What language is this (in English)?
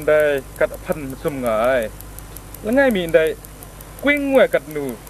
Kachin